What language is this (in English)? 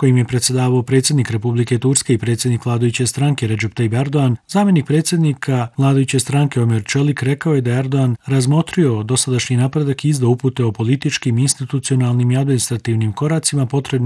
Bosnian